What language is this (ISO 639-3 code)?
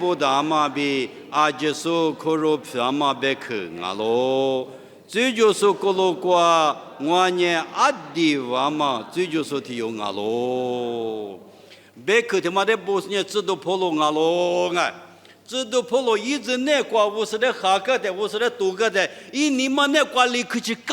lis